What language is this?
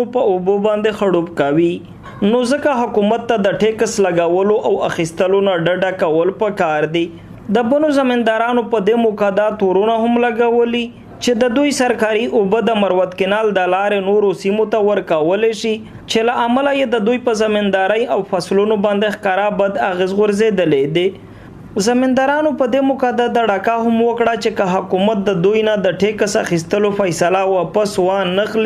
Pashto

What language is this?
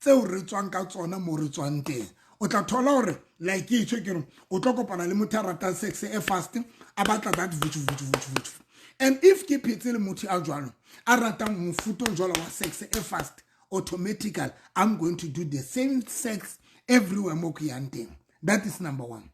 Southern Sotho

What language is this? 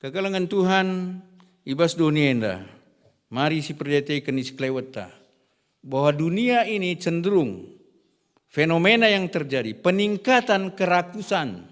Batak Karo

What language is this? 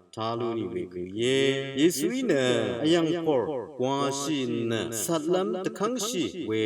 Rawang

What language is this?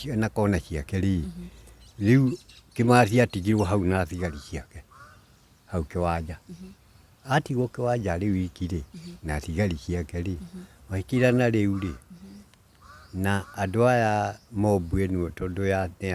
Kikuyu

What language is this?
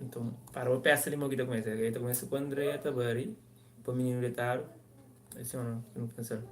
Kabuverdianu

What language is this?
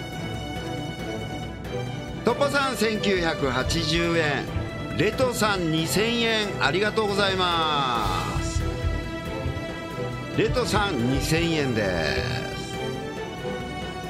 Japanese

